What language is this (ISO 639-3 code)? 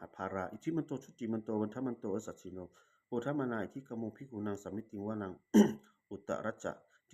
pli